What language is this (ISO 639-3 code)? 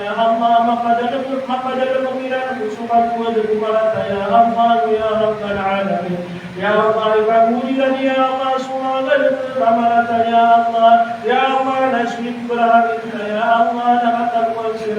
mrw